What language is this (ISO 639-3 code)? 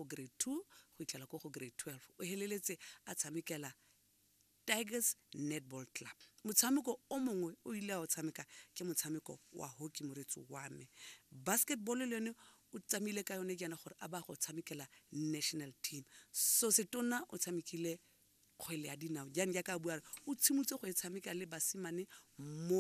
tsn